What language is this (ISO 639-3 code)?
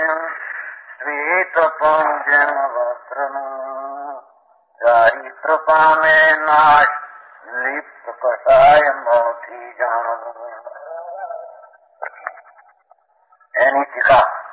guj